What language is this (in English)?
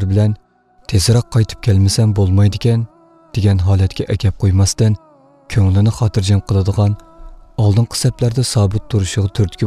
Uyghur